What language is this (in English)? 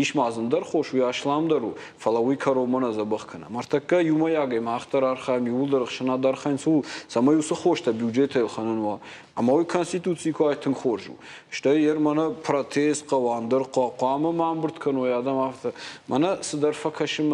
Ossetic